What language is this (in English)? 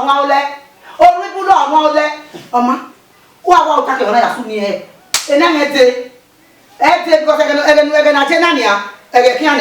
Bini